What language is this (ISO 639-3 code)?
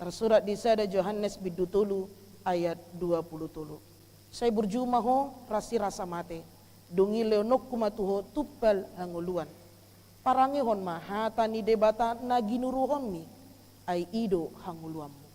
bbc